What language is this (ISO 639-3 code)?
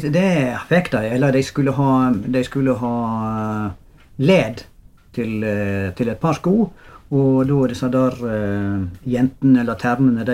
nor